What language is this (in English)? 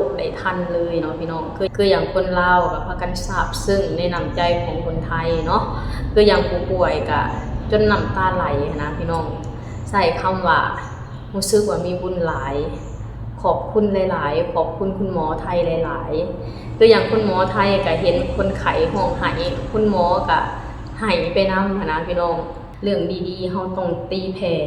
Lao